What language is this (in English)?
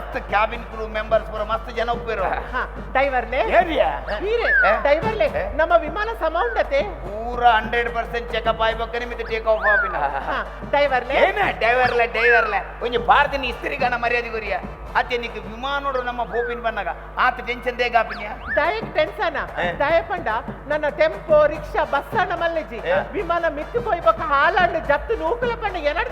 Tulu